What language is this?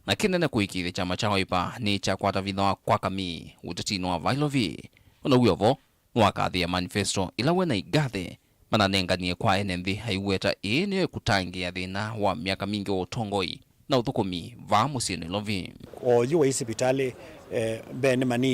Kamba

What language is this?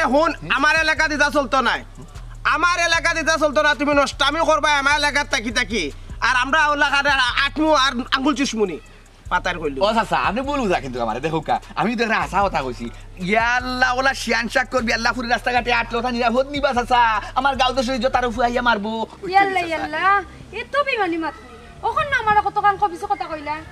Sylheti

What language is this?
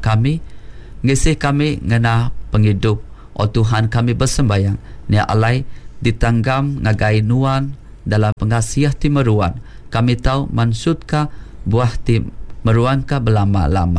Iban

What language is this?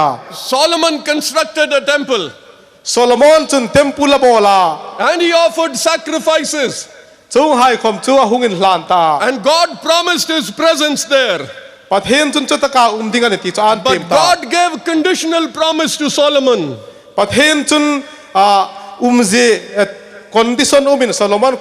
Hmar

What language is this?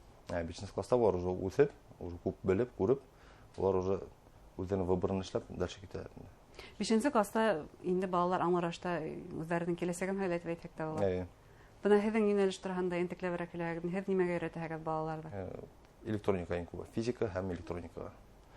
Bashkir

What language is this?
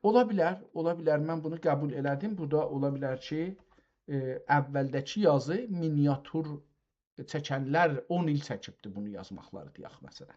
South Azerbaijani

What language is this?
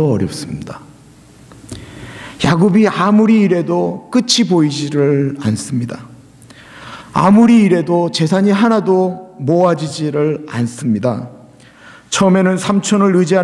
Korean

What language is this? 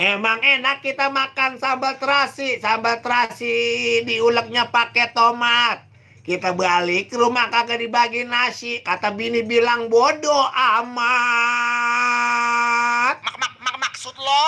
Betawi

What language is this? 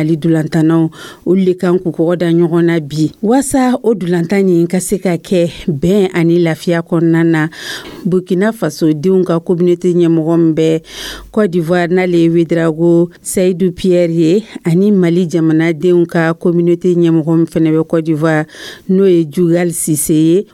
Dyula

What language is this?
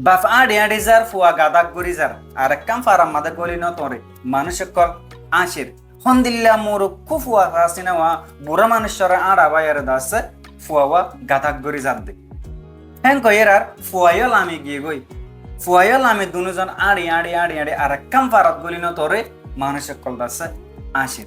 Rohingya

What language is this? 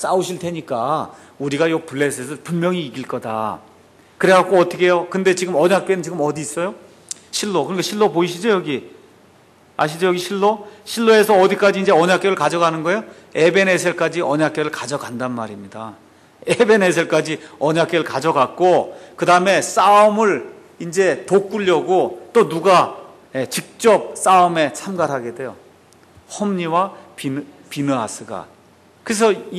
Korean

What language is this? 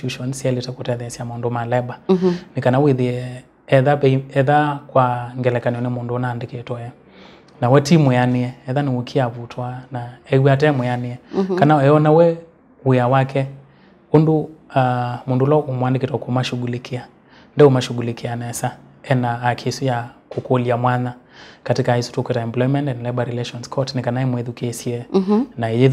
Kamba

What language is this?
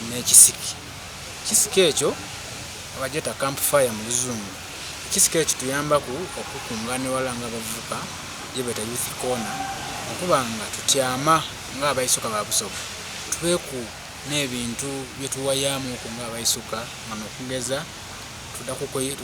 Soga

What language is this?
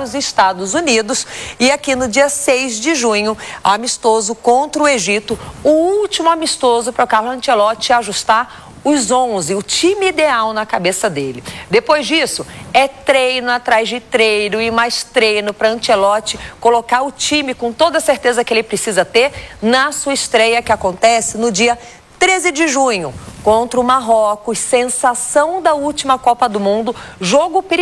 Portuguese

